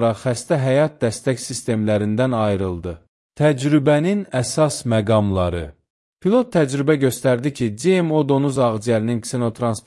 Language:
Azerbaijani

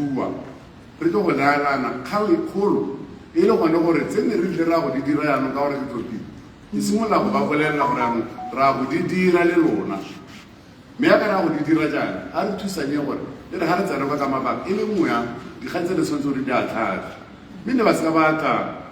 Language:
Tswana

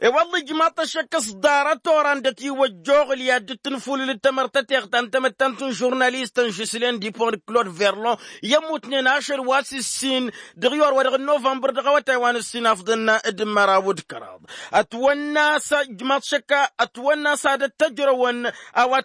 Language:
Tamasheq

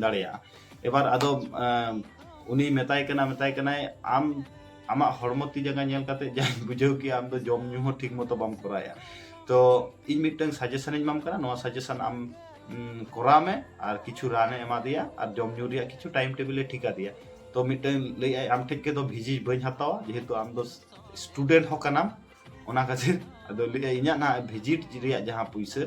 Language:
Santali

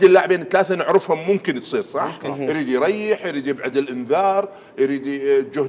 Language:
Mesopotamian Arabic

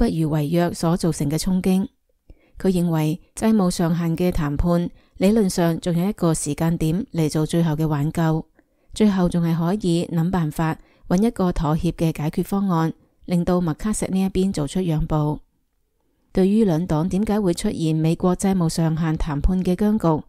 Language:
Cantonese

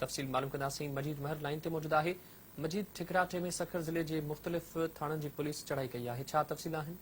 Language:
Sindhi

